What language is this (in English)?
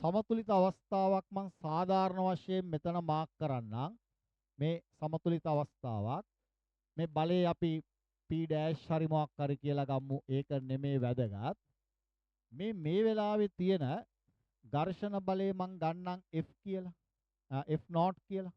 Sinhala